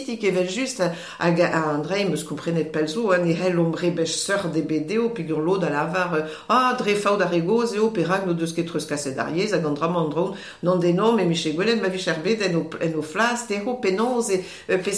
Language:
Breton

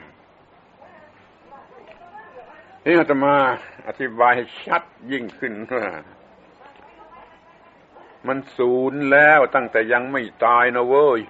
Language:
Thai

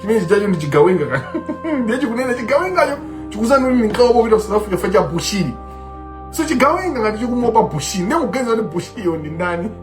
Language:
Nyanja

